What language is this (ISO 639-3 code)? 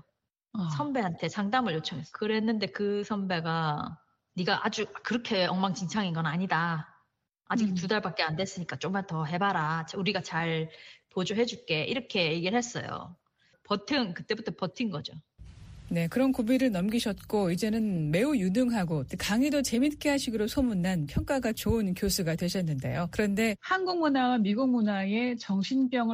kor